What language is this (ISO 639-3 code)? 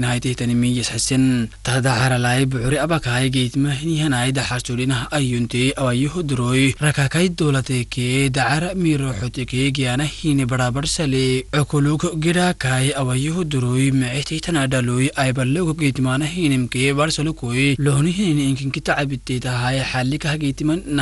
aar